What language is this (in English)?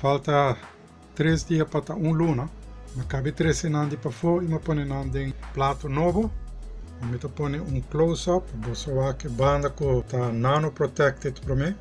Papiamento